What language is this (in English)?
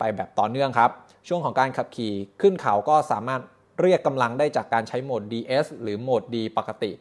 Thai